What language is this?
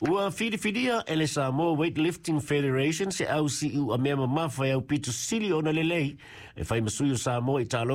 Samoan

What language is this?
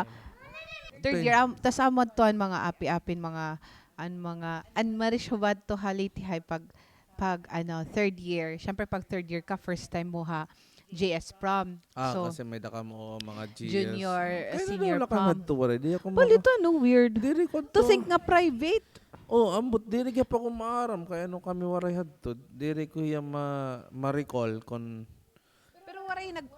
Waray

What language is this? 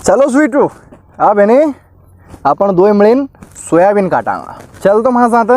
Rajasthani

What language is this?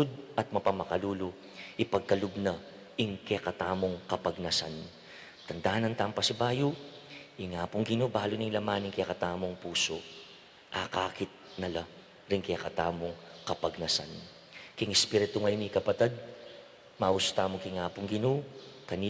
Pampanga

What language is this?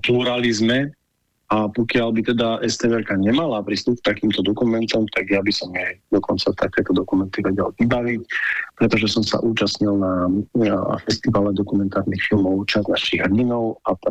Slovak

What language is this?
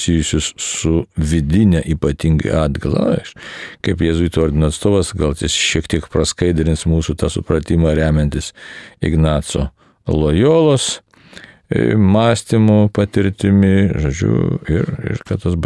Lithuanian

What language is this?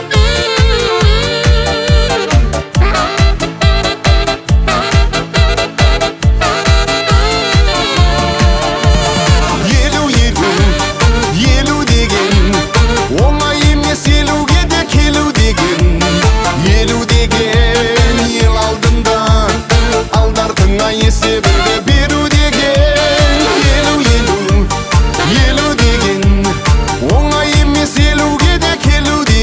Kazakh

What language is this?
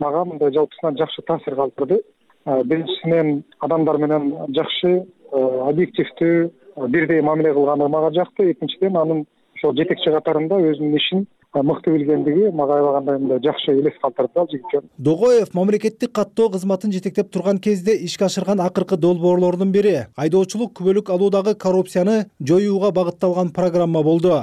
Kyrgyz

